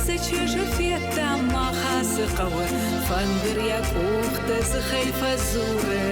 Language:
Ossetic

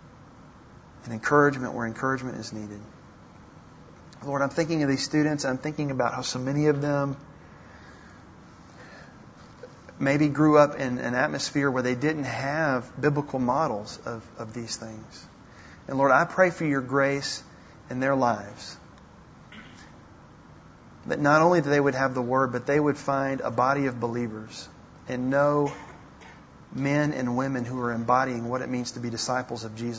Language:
English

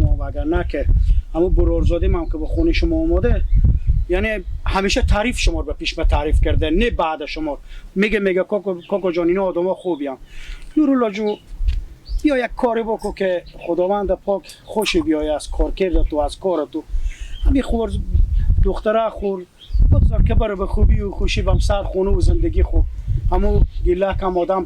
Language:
Persian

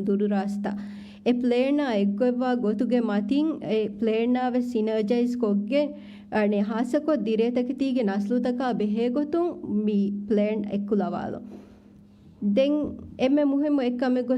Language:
Divehi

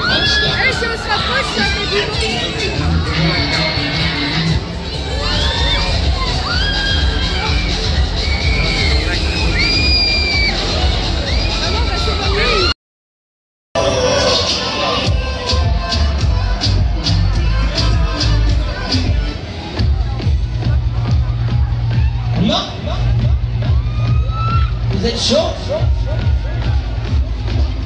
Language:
French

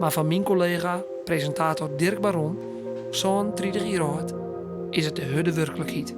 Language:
Western Frisian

